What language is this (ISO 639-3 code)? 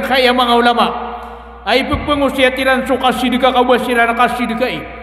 mrw